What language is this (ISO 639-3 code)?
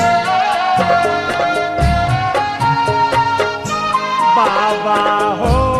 bho